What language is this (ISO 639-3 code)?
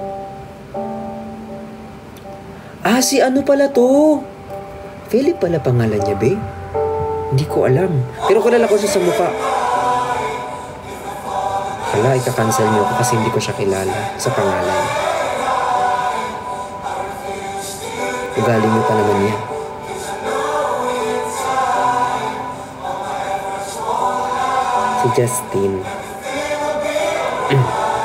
fil